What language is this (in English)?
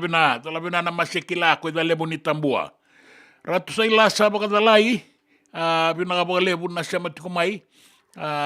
Fijian